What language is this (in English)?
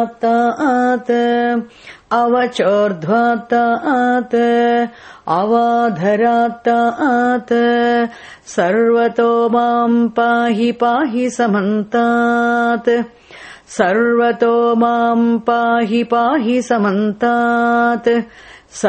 Sanskrit